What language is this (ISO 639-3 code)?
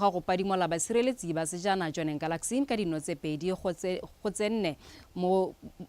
tsn